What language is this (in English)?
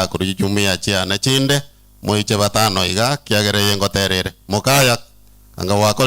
Gusii